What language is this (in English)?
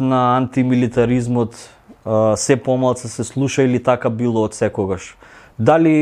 Macedonian